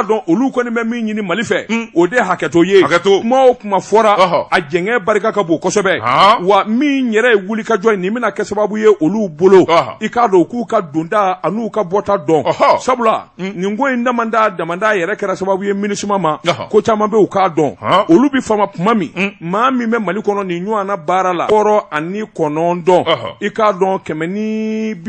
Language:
Bambara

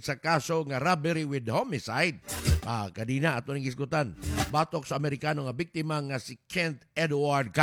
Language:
Cebuano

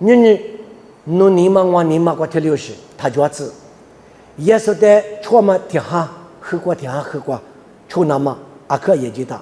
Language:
Lisu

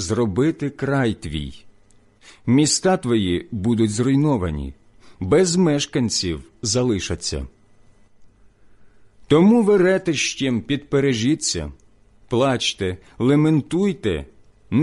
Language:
Ukrainian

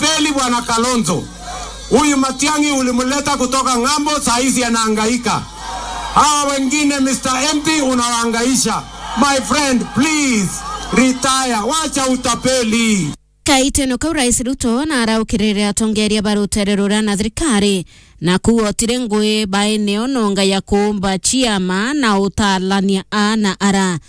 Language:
Meru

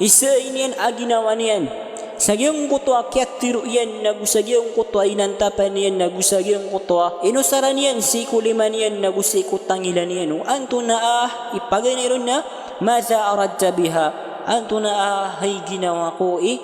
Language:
Maranao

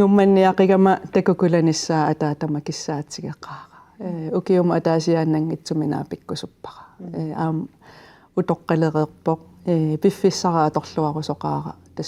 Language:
Kalaallisut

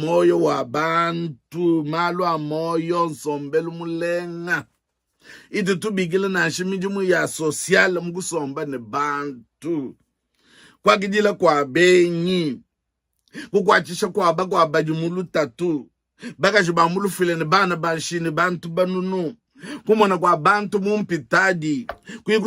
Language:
Luba-Lulua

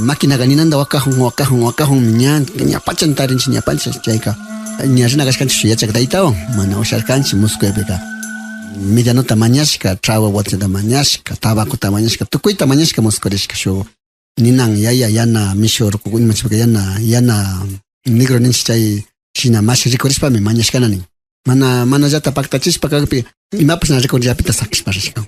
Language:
Imbabura Highland Quichua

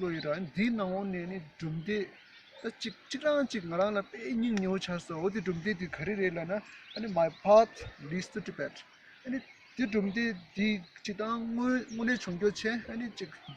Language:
Tibetan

